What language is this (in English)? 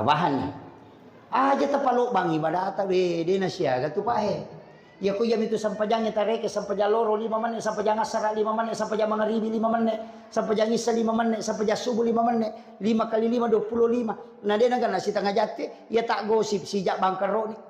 Buginese